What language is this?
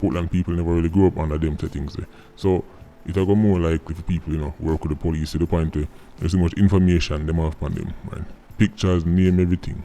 Jamaican Creole English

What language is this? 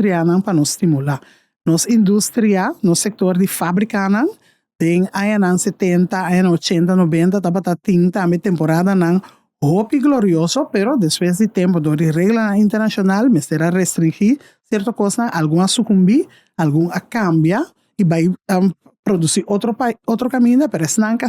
Papiamento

